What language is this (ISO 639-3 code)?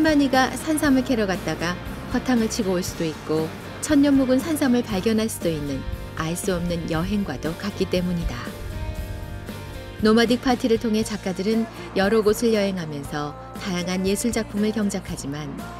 kor